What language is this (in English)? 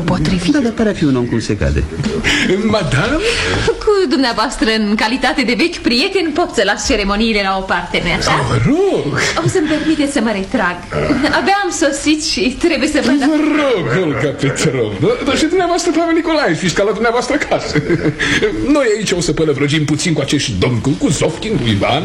Romanian